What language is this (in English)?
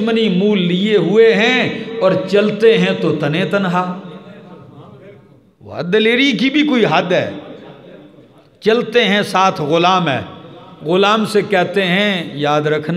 Urdu